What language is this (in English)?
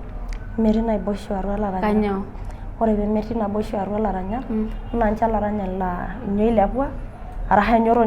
Masai